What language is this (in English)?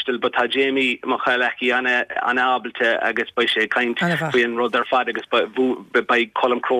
Irish